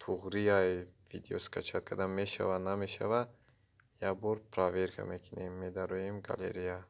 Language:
Tajik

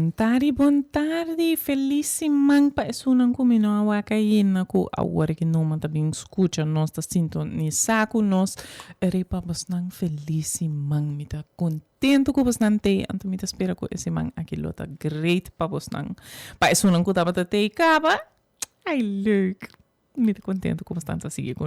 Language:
Papiamento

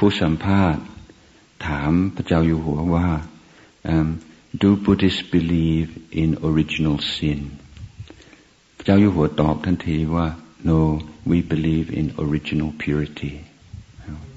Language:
Thai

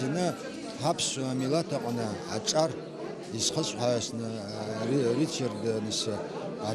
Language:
Abkhazian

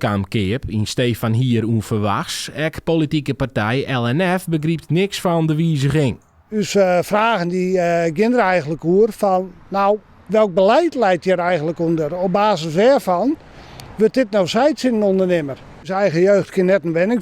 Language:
Western Frisian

